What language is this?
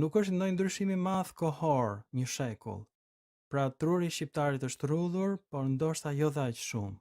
Albanian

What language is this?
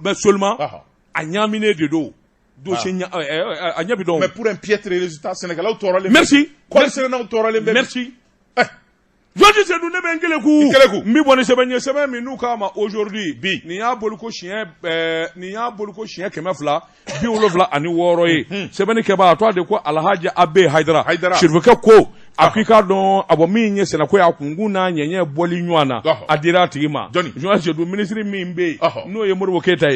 Bambara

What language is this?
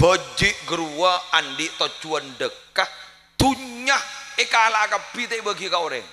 Madurese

